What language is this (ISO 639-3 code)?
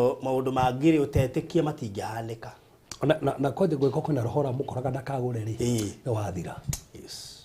kik